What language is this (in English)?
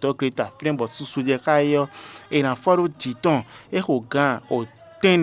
Fon